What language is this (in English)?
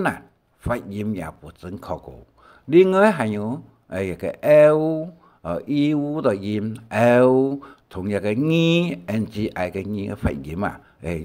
Hakka Chinese